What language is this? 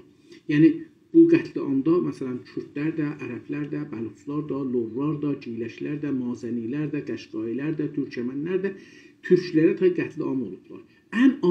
South Azerbaijani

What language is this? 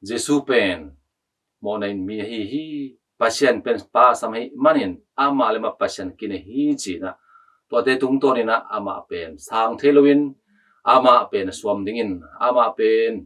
Tedim Chin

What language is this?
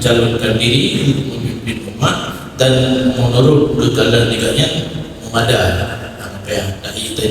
Achinese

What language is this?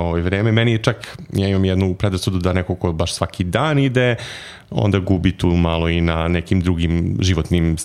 Serbian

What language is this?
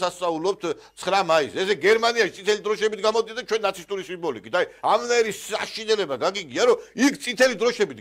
Georgian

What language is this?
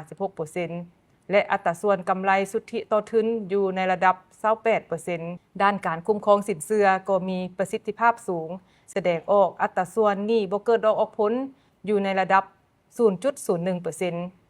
Lao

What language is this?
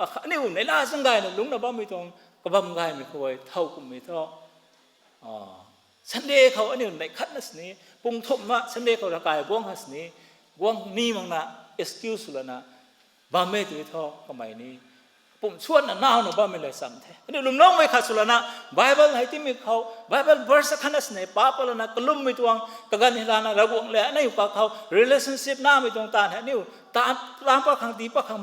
Rongmei Naga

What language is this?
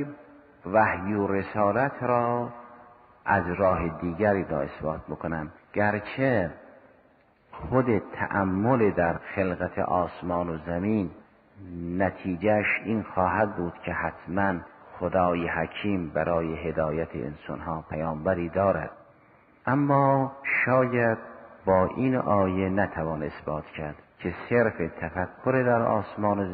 Persian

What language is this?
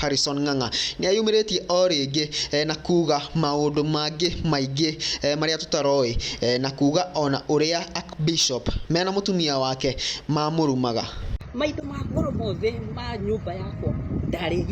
Kikuyu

